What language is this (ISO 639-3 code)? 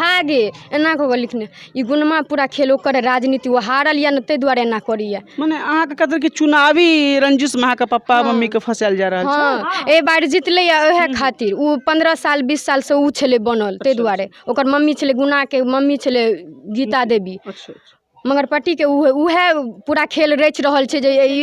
mai